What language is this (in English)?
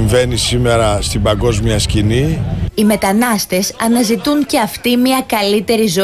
Greek